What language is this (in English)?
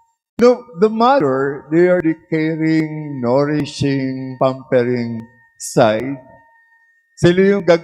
Pampanga